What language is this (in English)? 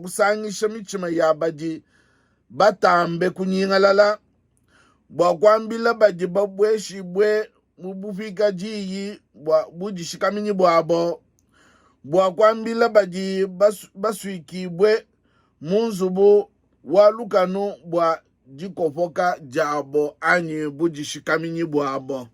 Luba-Lulua